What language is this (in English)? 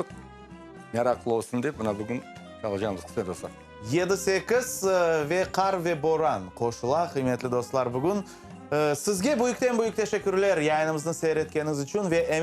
Crimean Tatar